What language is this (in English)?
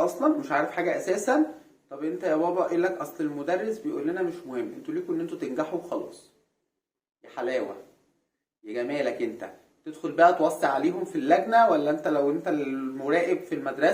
Egyptian Arabic